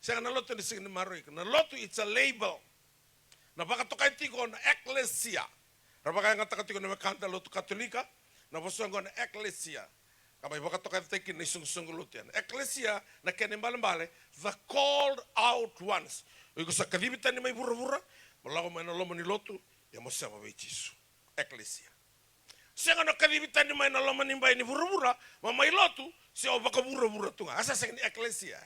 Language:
Fijian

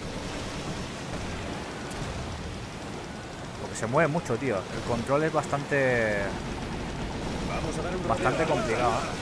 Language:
Spanish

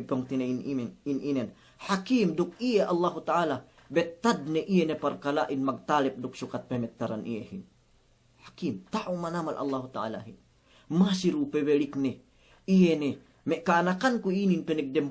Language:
Yakan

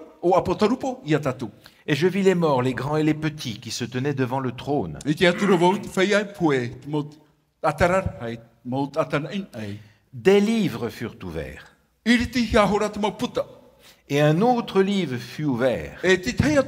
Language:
Tahitian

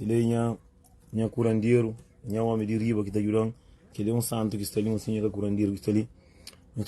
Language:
Kabuverdianu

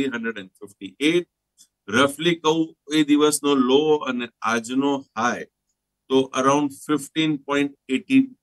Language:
Gujarati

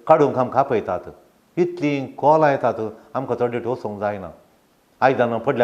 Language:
Konkani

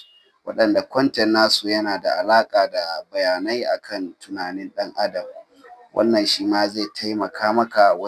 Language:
Hausa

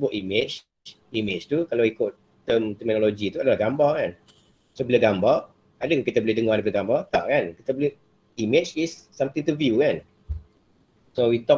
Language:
Malay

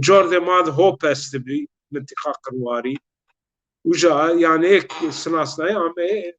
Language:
Zaza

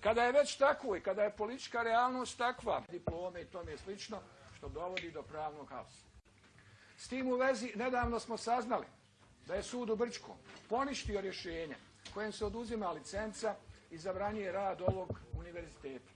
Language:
Bosnian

